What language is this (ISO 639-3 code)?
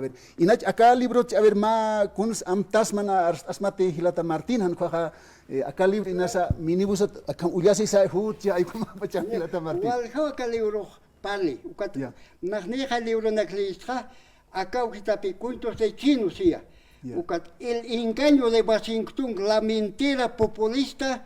aym